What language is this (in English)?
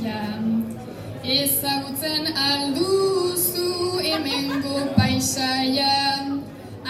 Basque